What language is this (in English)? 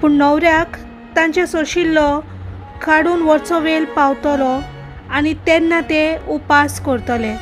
Konkani